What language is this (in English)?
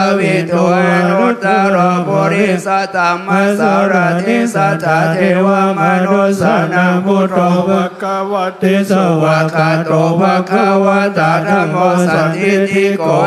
Pali